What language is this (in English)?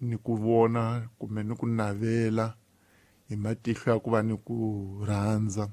Tsonga